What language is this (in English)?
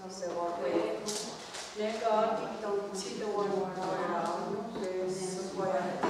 Mohawk